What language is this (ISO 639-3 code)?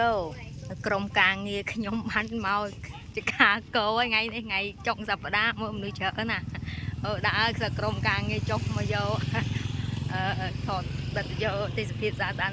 khm